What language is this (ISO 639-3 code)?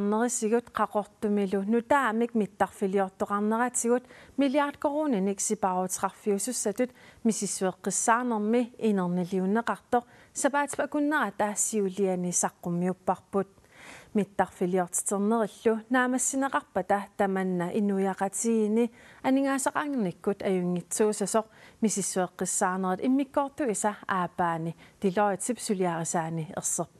kal